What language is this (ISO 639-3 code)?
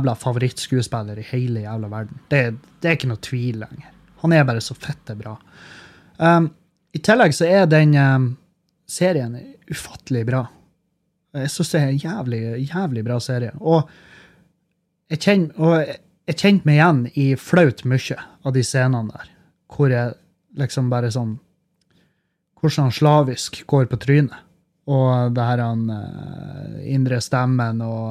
nor